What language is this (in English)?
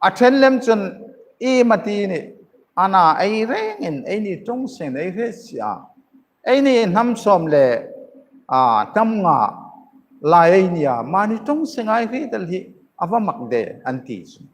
Hmar